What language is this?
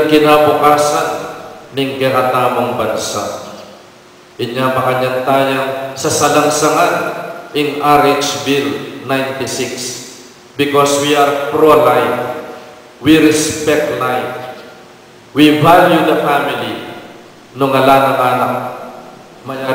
Pampanga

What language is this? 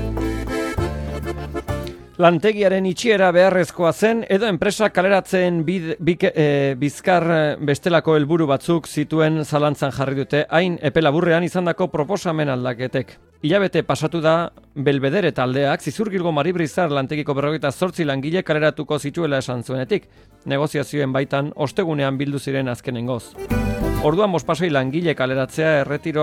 Basque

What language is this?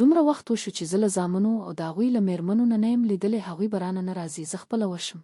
Pashto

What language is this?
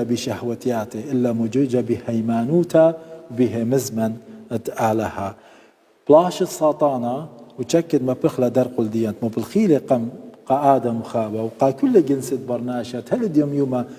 Assyrian Neo-Aramaic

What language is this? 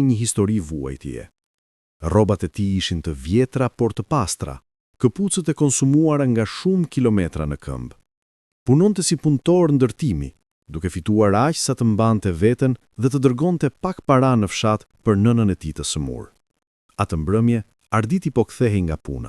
Albanian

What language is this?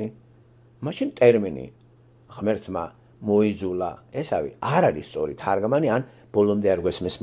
Georgian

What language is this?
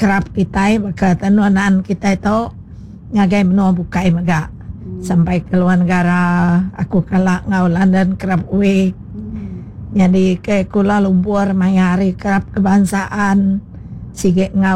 Iban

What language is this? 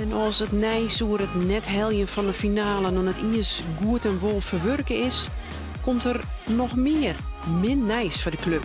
Western Frisian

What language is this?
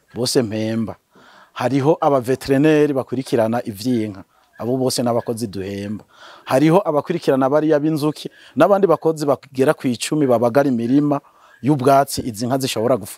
Rundi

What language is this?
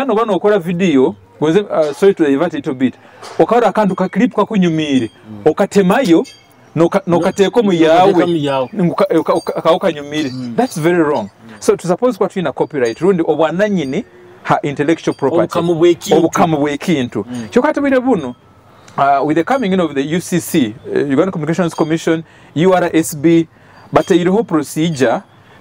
Nyoro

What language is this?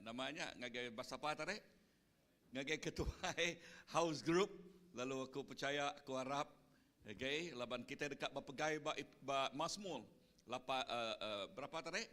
Iban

